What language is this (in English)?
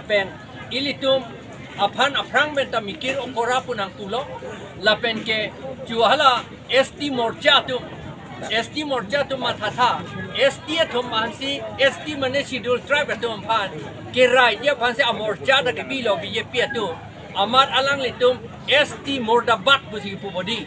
Karbi